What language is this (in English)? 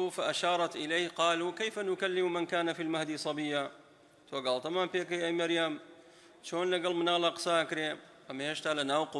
Central Kurdish